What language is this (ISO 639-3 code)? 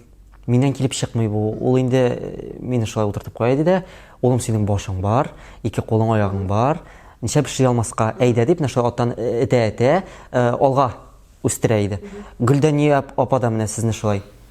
tat